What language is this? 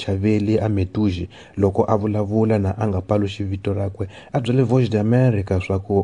Tsonga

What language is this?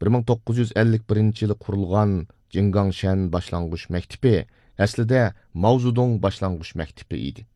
Uyghur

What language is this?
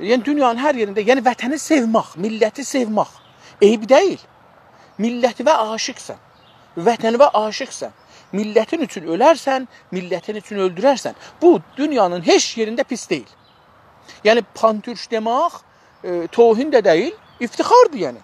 South Azerbaijani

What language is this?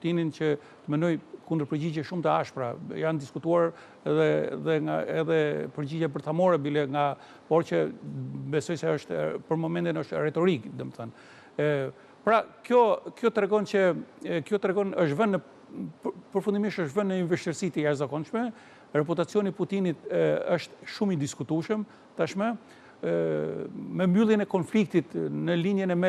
Albanian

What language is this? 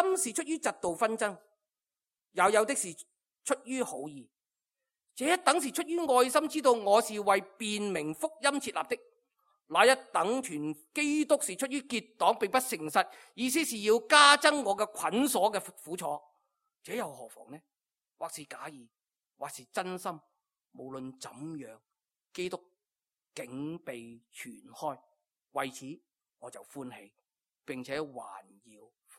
Cantonese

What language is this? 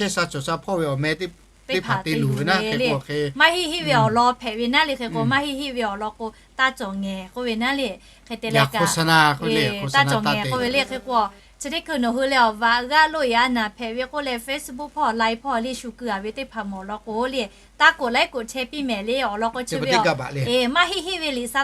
Lahu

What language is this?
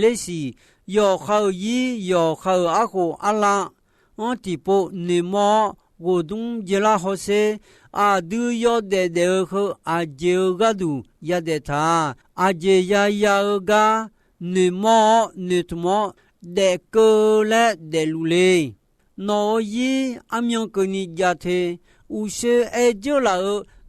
Akha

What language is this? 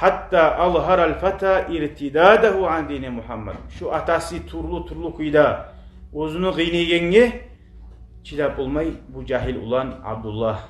Kumyk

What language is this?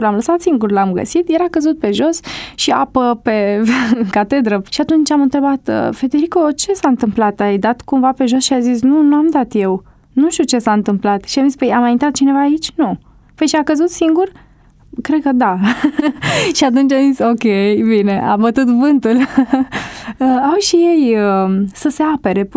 Romanian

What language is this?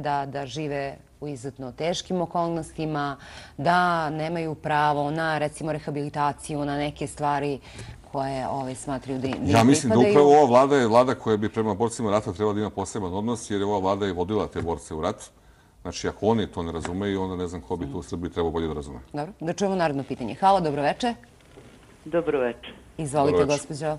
Serbian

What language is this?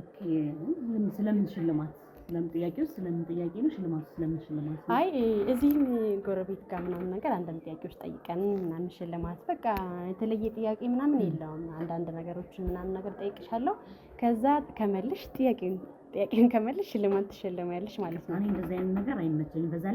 Amharic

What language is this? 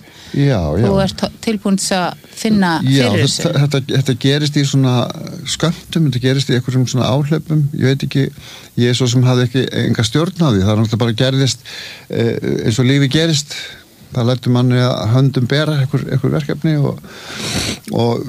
Icelandic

